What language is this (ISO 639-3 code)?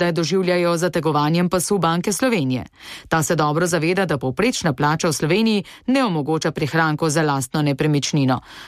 slv